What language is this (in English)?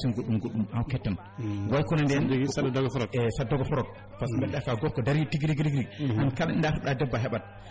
Fula